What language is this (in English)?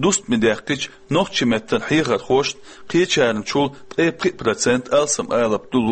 Chechen